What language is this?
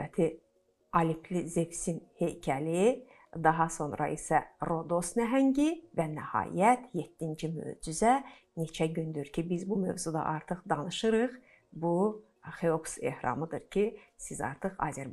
Azerbaijani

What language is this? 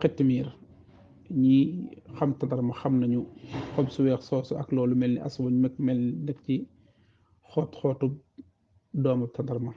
Wolof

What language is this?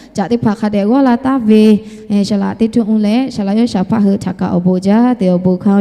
Lahu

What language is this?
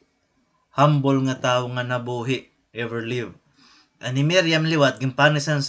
Waray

